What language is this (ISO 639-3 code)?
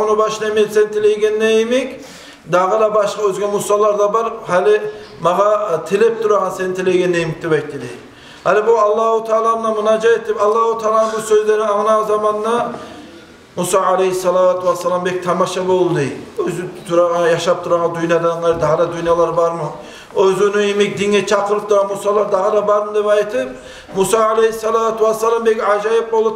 kum